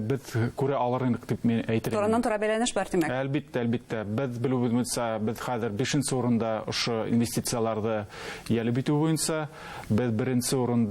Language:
Bashkir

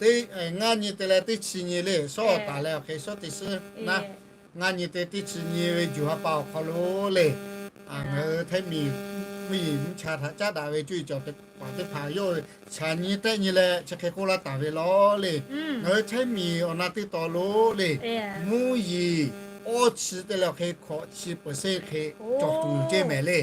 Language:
Lahu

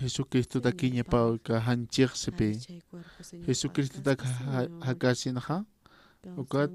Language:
Aymara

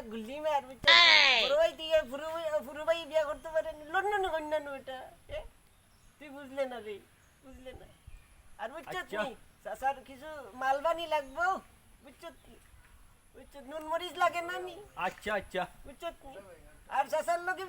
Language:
Sylheti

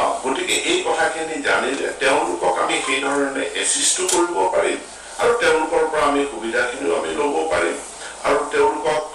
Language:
Assamese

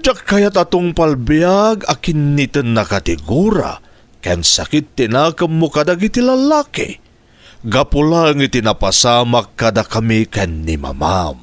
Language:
Iloko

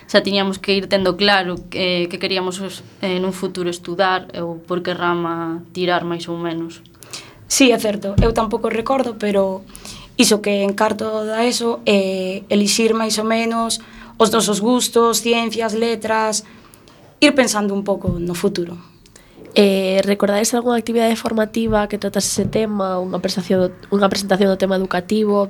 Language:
Galician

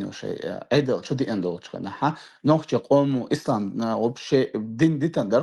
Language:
Chechen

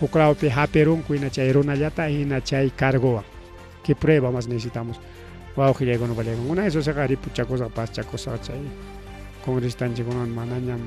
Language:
Ayacucho Quechua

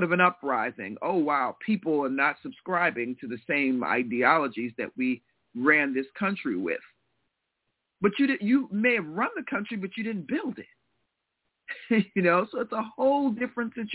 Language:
English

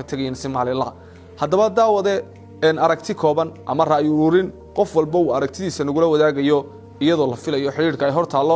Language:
Somali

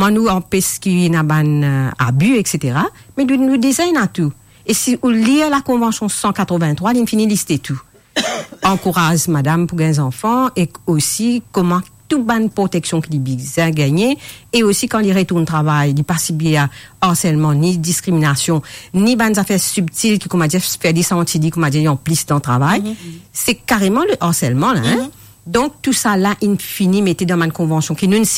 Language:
Morisyen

